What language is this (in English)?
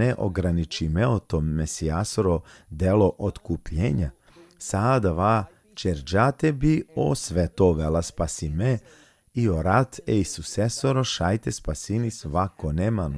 Balkan Romani